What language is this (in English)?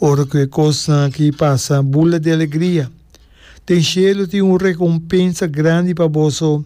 Papiamento